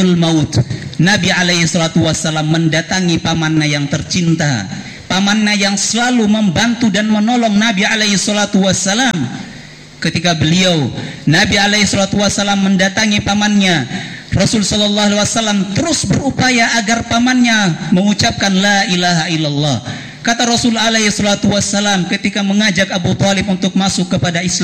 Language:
Indonesian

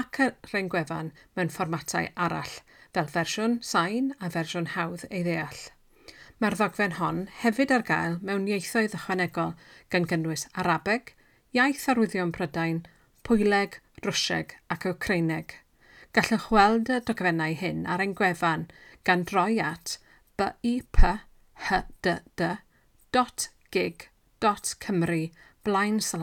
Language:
Welsh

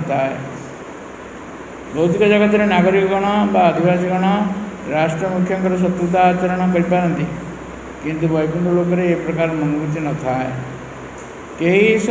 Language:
Odia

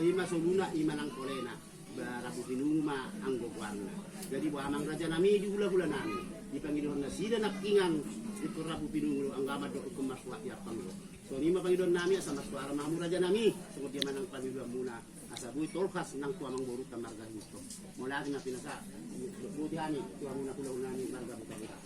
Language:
Batak Toba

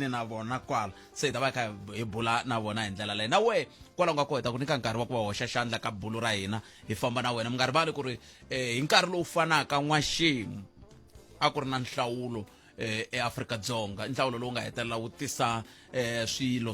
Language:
Tsonga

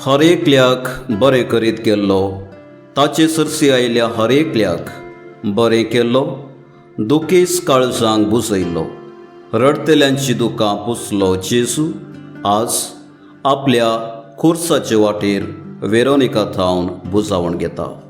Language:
Konkani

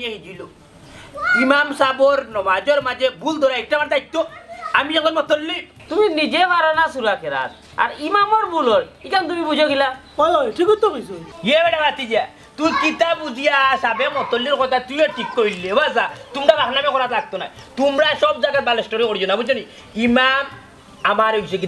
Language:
Sylheti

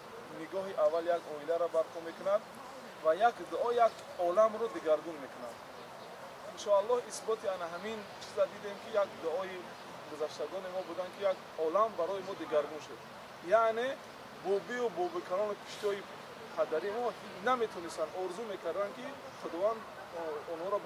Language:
Tajik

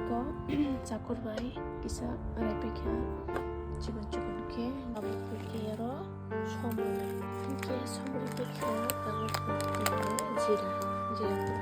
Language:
Kok Borok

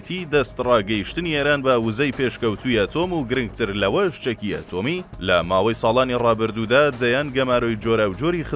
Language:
Central Kurdish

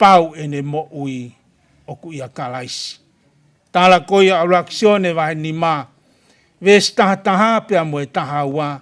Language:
Tongan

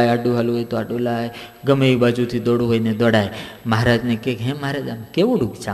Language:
Gujarati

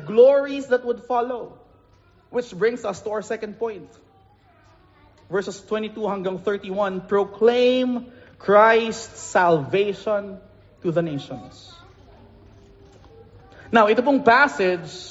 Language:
Filipino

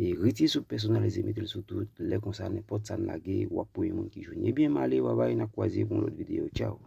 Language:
Haitian Creole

